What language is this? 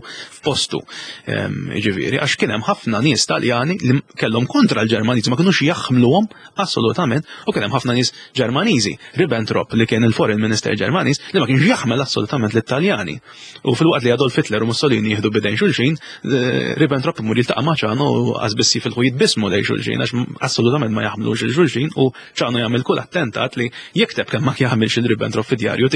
Maltese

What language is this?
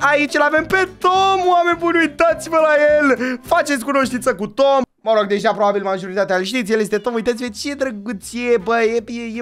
Romanian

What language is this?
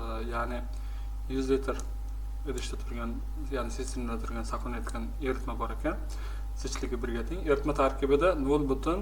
Uzbek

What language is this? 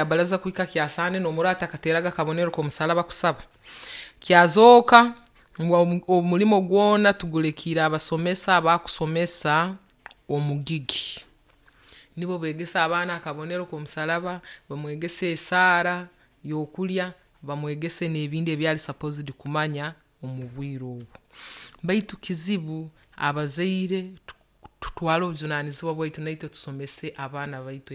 Nyoro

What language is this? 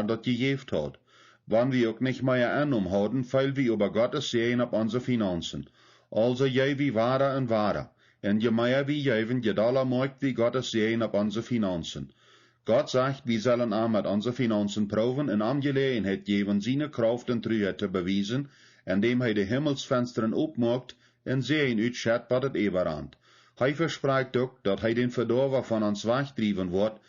Plautdietsch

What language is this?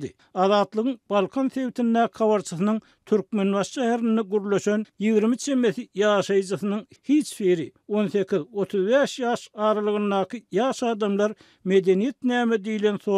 Turkmen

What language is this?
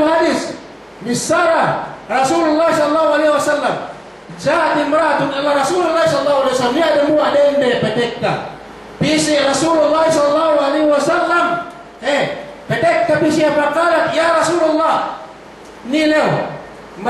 Yakan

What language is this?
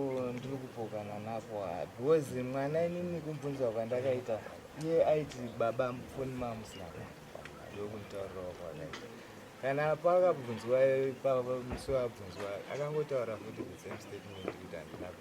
Shona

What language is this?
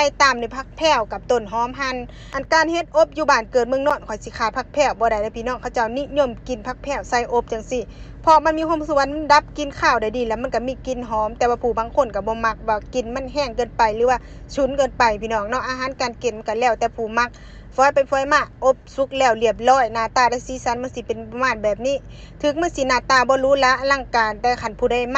Lao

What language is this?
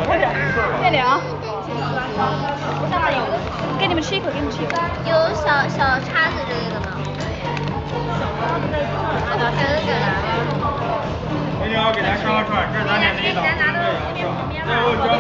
Chinese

